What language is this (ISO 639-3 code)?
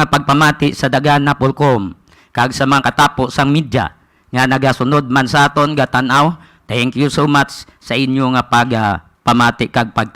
hil